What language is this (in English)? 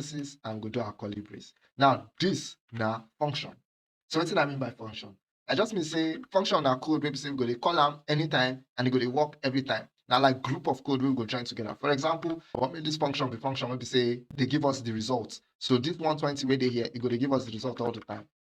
Nigerian Pidgin